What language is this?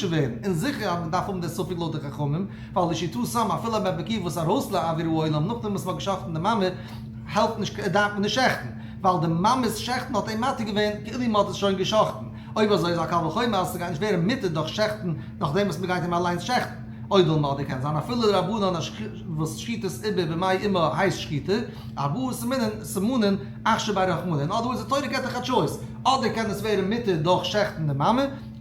Yiddish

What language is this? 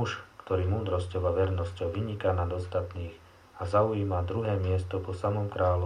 Slovak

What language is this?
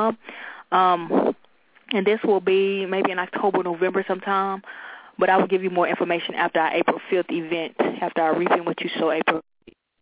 English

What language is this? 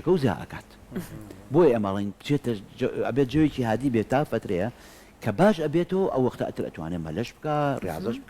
Central Kurdish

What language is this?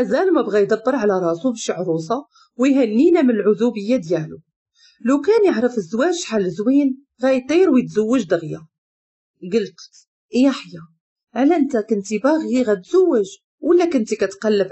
Moroccan Arabic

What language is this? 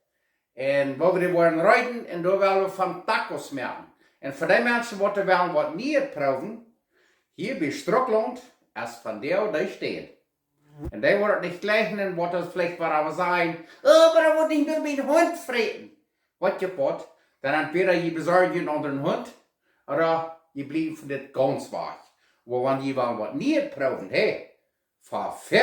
Plautdietsch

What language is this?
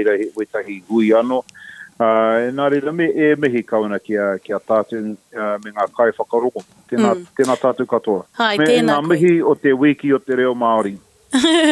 Māori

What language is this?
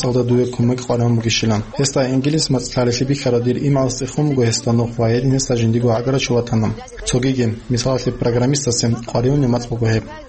Avaric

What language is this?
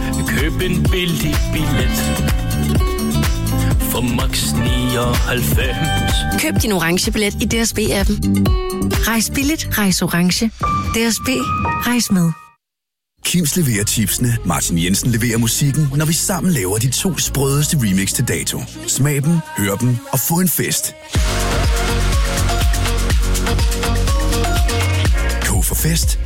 Danish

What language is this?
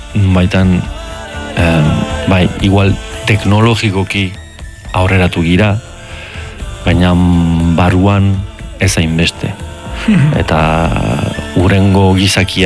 Basque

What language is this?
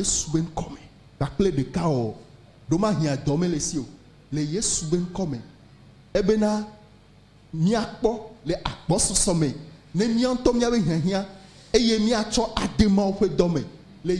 Ewe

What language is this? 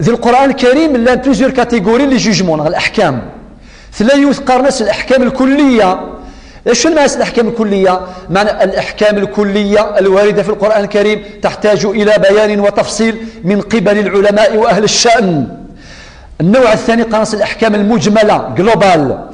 Kabyle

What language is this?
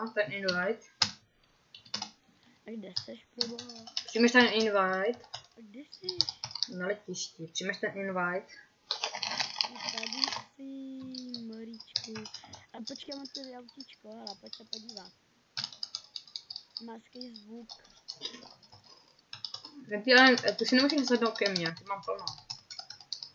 Czech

